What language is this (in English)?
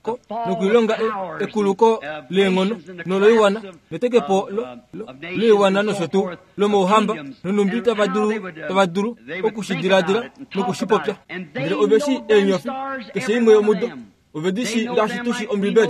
Kuanyama